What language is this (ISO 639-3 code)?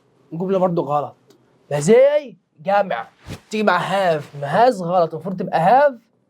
arz